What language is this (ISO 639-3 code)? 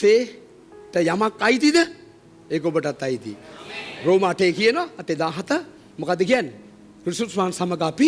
sin